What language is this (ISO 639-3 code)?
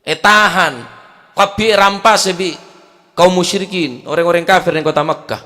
mad